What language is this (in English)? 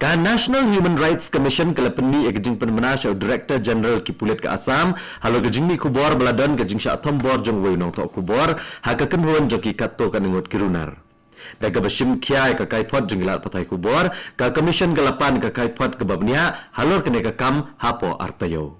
Khasi